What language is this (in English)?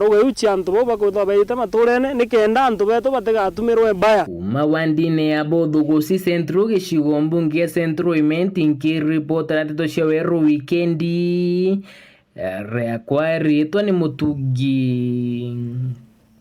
Meru